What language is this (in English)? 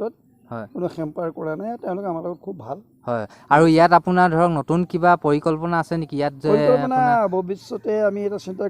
Assamese